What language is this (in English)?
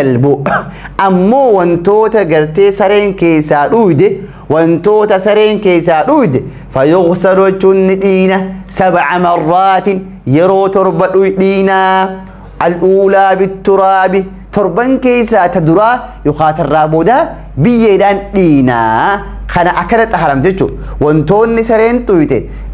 Oromo